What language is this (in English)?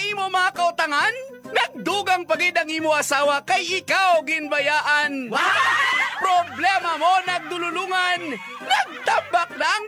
Hiligaynon